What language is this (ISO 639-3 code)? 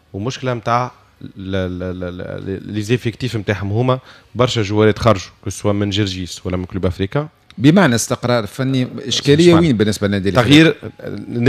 aeb